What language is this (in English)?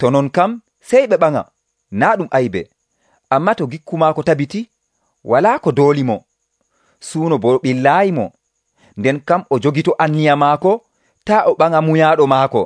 Nigerian Fulfulde